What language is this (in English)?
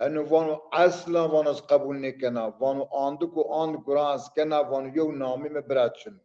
Zaza